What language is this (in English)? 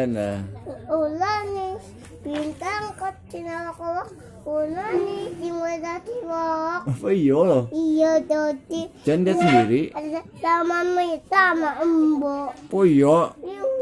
Betawi